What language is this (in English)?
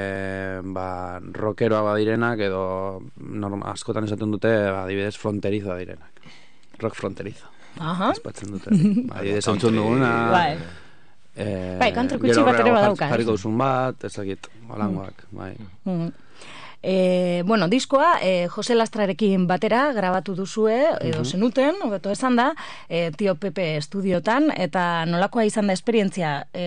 Basque